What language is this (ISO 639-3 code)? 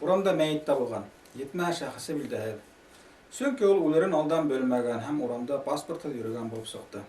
bak